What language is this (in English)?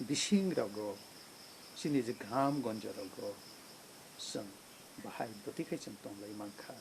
Kok Borok